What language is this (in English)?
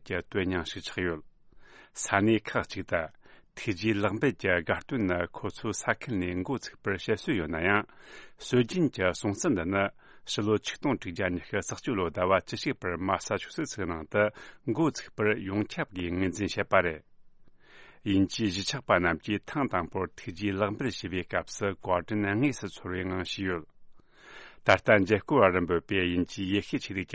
Tibetan